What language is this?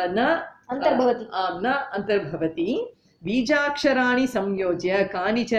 Sanskrit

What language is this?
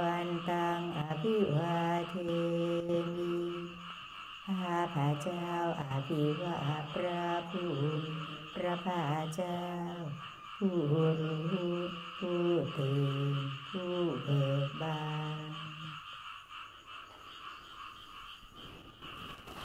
Thai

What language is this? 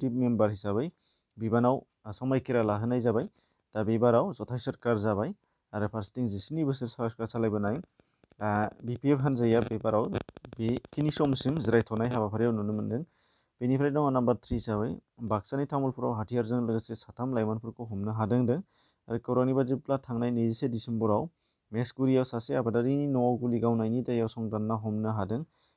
Bodo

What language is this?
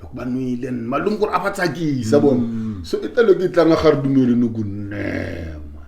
Tsonga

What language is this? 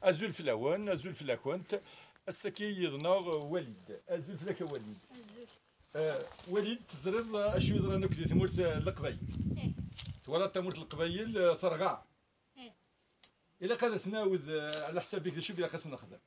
Kabyle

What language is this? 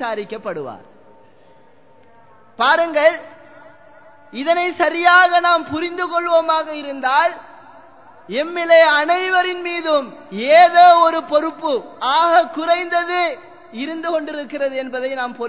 Tamil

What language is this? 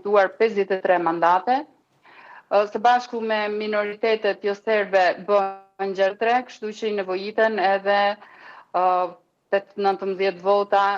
Albanian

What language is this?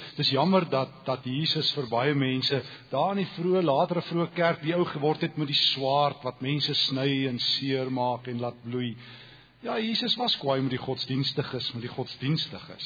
Afrikaans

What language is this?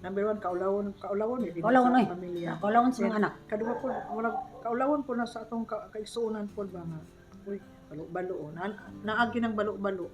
Cebuano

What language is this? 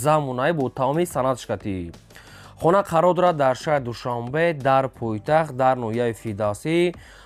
Tajik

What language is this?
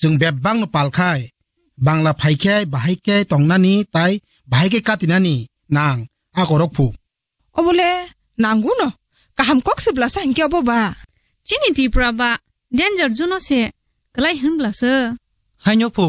Kok Borok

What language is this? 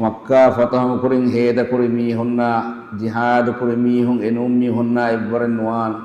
Divehi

